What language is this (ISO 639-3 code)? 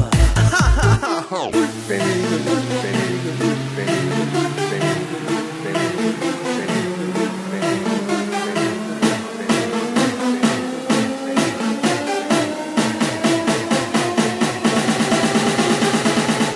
dan